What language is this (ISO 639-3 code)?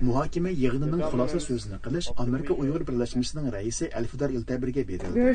uig